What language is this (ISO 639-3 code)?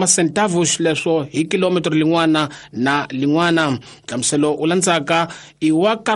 tso